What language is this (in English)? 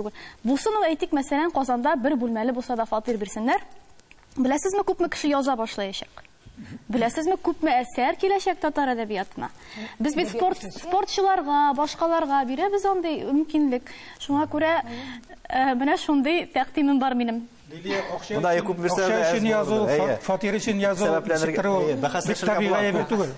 Tatar